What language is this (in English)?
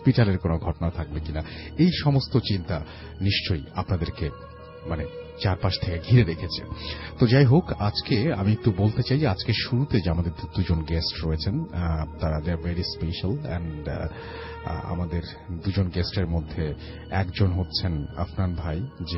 Bangla